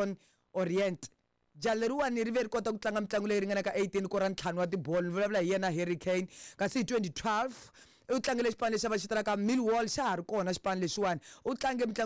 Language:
Tsonga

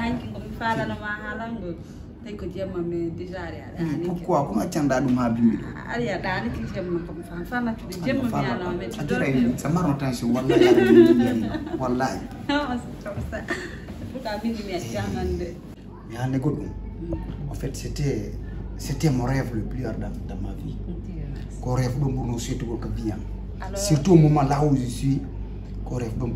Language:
Fula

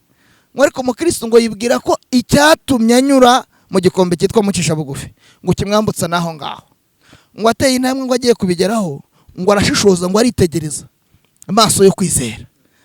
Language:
Kinyarwanda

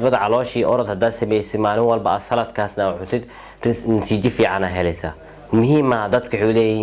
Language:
Somali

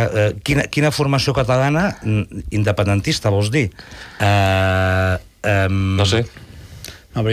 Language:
Catalan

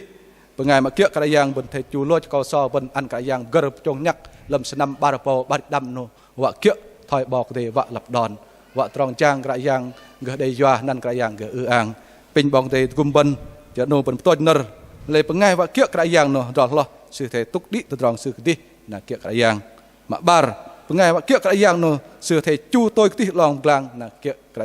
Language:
Bahnar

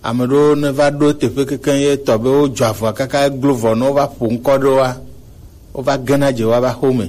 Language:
Gen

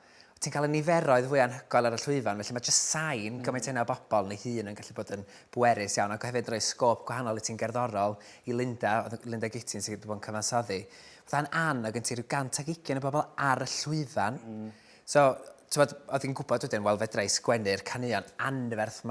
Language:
Welsh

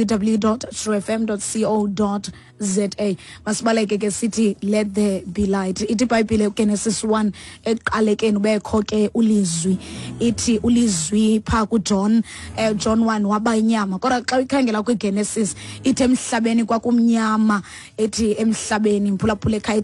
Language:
Xhosa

